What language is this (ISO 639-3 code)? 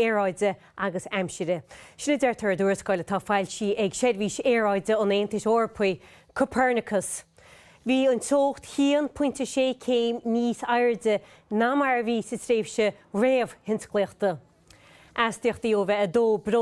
gle